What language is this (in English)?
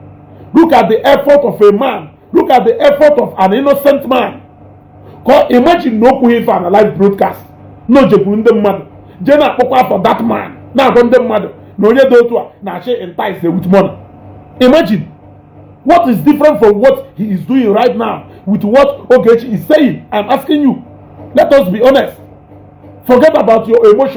Igbo